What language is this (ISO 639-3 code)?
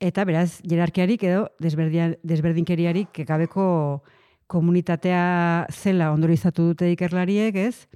eus